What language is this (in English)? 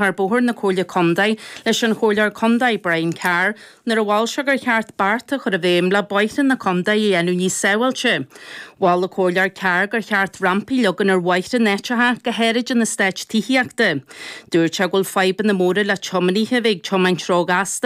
Irish